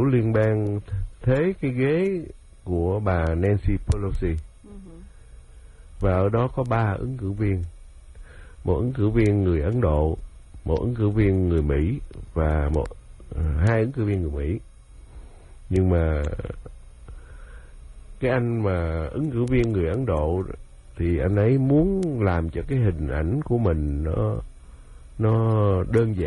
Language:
Vietnamese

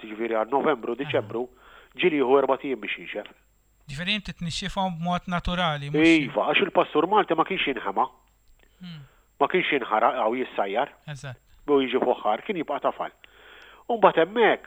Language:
Maltese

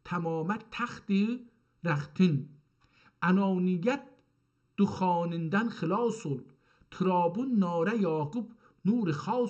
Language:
South Azerbaijani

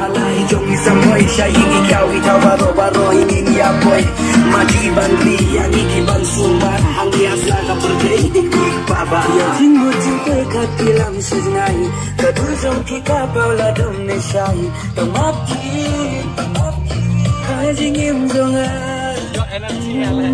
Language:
Khasi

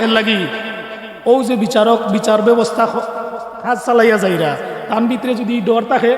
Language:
Sylheti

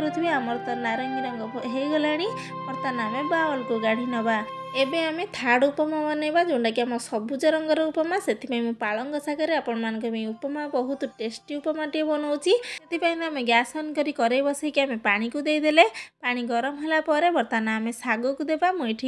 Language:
Odia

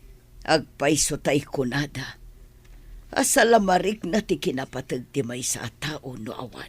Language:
Iloko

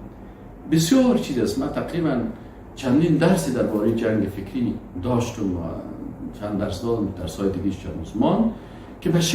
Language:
Persian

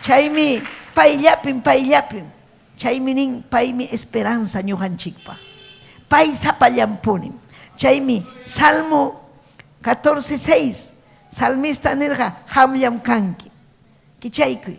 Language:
Ayacucho Quechua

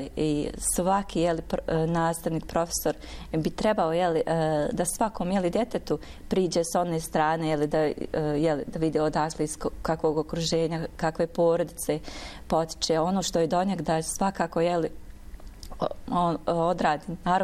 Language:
Bosnian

